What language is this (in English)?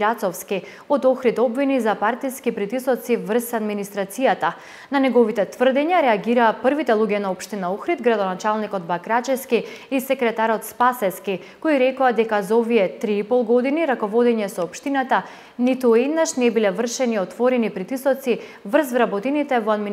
Macedonian